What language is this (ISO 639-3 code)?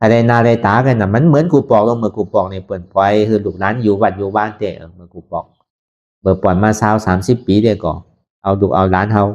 shn